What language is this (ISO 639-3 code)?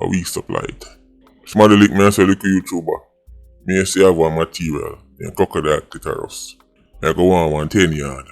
jam